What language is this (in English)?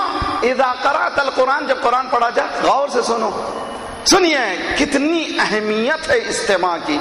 Urdu